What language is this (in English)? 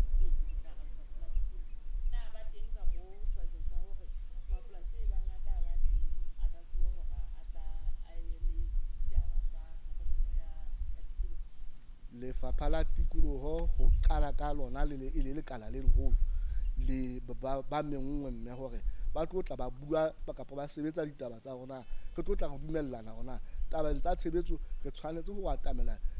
Southern Sotho